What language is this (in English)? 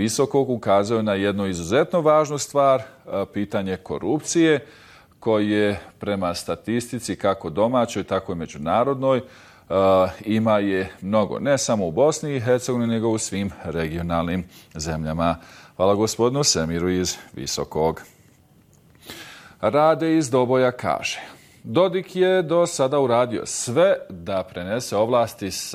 Bosnian